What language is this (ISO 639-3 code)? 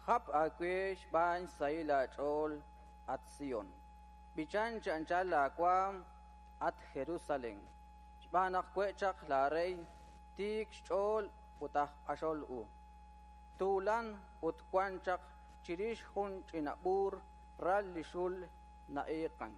kek